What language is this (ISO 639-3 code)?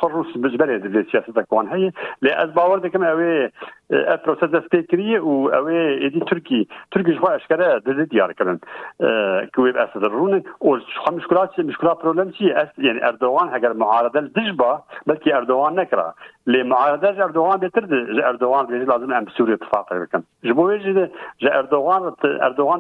kur